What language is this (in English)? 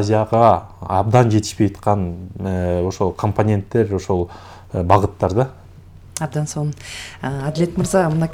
Kyrgyz